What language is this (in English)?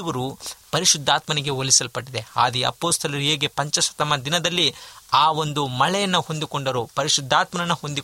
Kannada